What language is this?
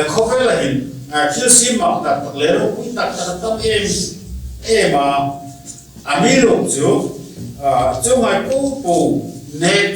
Hmar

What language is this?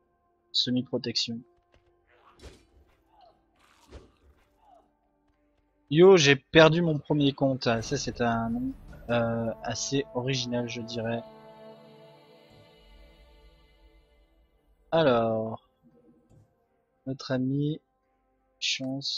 French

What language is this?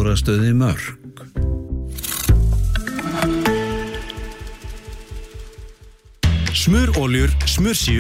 Icelandic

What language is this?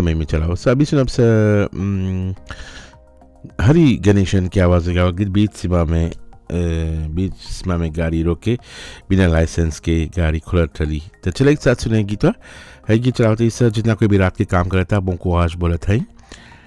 Bhojpuri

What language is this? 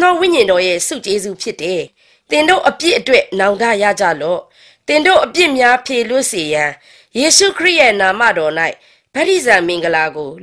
Burmese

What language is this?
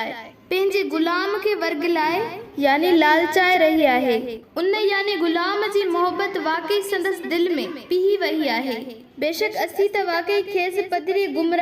Sindhi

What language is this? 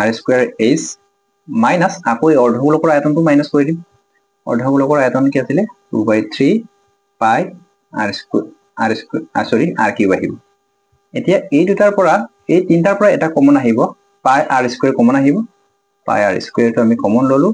Assamese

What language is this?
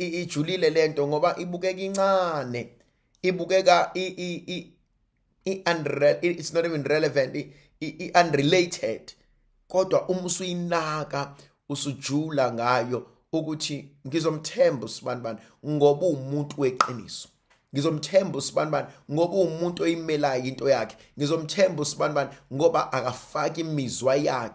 Zulu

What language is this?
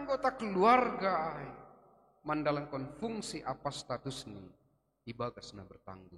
Batak Simalungun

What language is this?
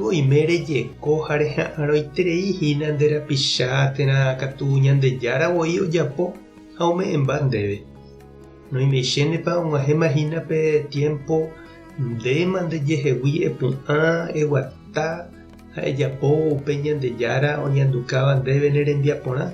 Guarani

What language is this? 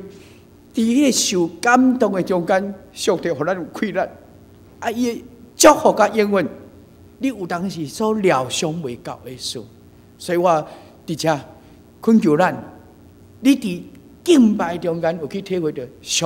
Min Nan Chinese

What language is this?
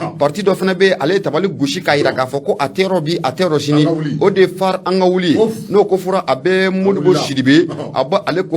Bambara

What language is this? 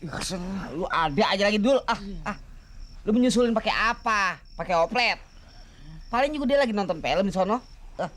Betawi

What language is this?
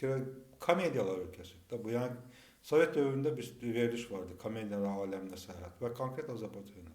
Azerbaijani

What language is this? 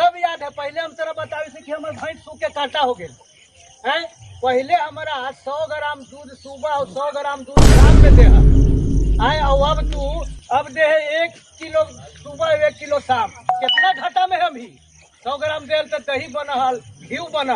Magahi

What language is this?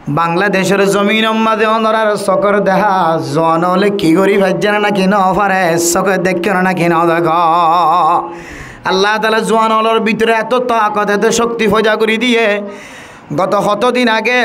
Rohingya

